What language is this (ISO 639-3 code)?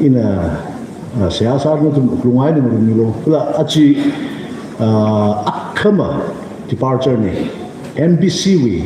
nmf